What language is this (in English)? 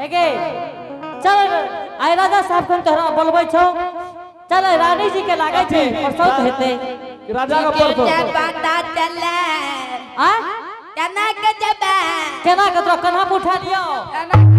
Angika